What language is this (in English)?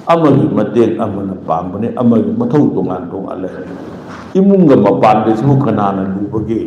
Manipuri